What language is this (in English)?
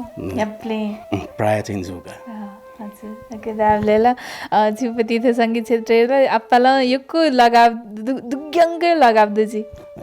Newari